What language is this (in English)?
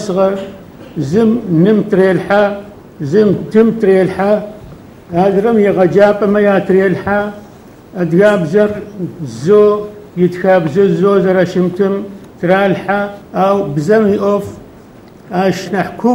Adyghe